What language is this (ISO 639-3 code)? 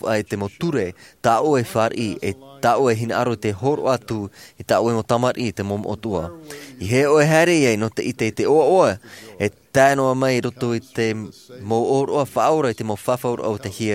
tah